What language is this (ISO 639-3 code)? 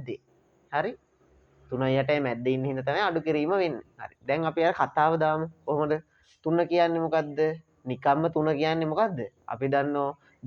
sin